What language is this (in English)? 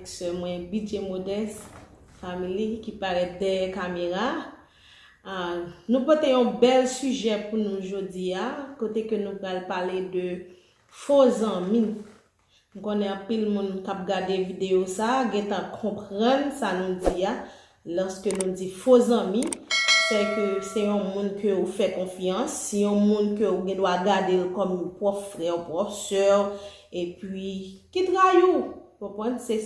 Haitian Creole